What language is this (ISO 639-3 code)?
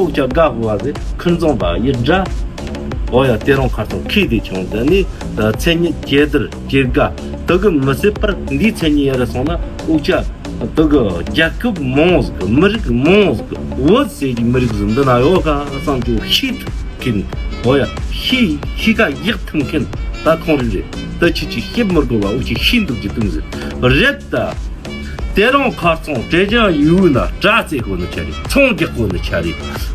bod